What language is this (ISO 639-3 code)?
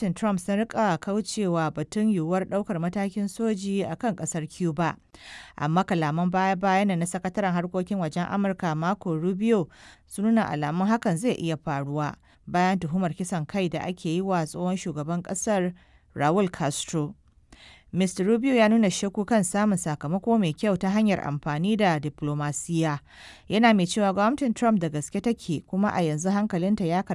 hau